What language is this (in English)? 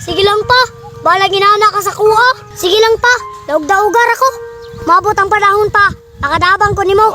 Cebuano